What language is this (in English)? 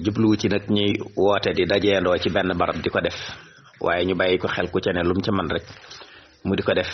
Wolof